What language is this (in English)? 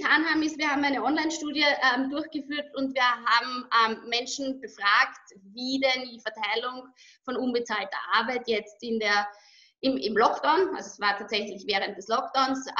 German